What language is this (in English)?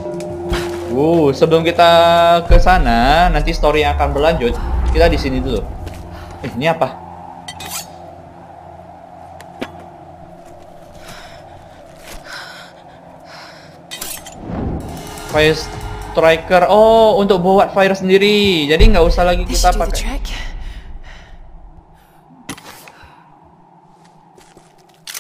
Indonesian